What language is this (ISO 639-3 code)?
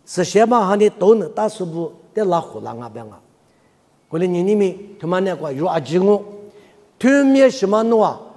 lis